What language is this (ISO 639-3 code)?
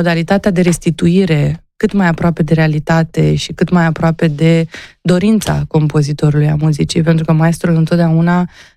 ron